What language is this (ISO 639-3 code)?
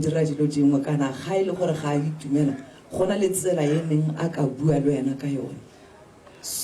tsn